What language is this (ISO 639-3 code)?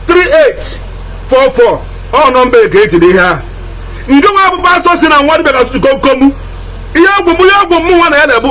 ibo